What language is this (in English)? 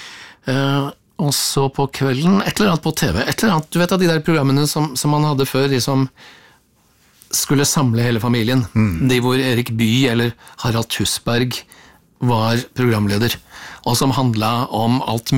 Norwegian